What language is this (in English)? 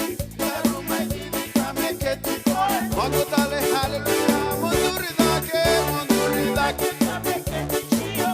Fijian